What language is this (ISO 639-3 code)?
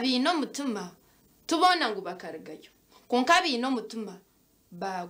nyn